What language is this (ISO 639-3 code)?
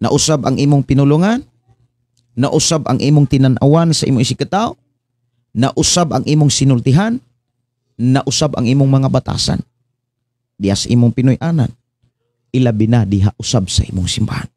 ceb